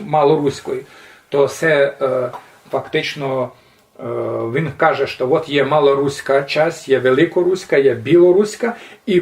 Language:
Rusyn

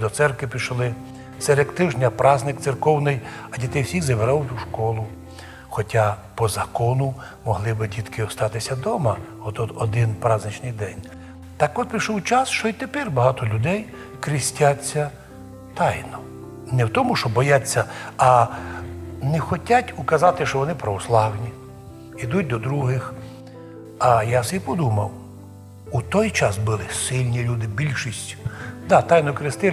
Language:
Rusyn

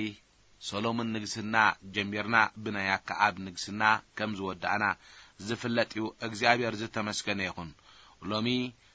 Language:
Tigrinya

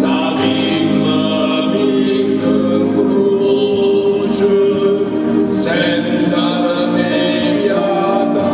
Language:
Neapolitan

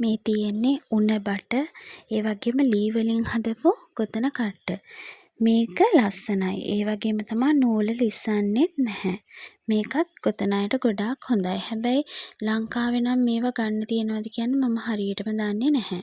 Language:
Sinhala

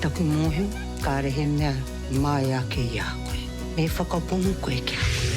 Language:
Māori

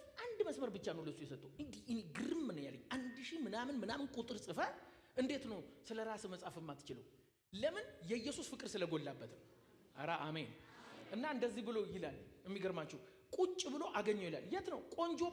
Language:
Amharic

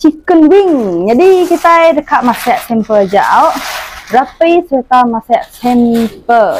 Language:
Iban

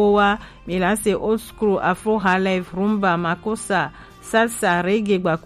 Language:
Gen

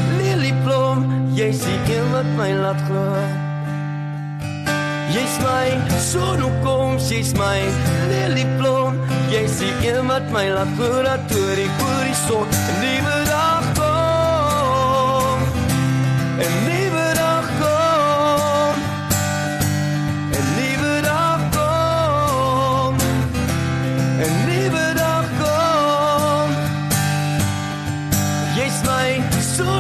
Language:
Afrikaans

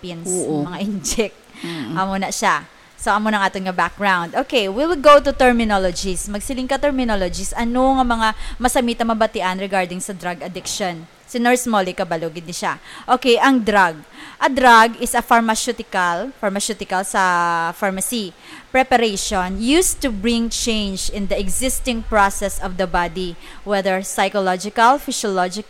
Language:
Hiligaynon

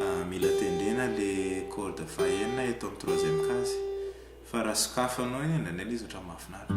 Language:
Malagasy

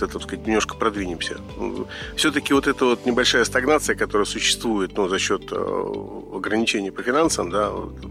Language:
Russian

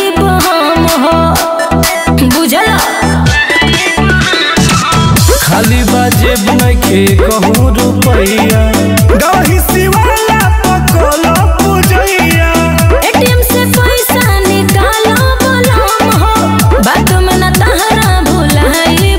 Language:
Bhojpuri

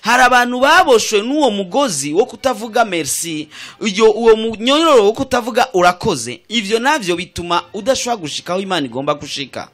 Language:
Rundi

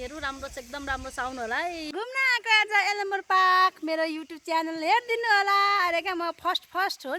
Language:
Nepali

